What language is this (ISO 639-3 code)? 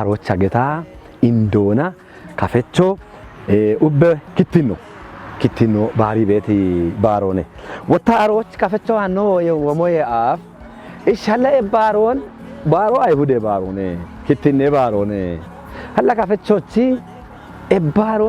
kbr